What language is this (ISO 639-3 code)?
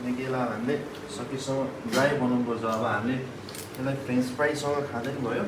nep